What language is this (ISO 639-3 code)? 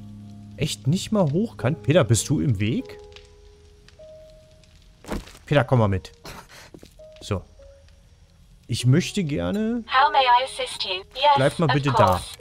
deu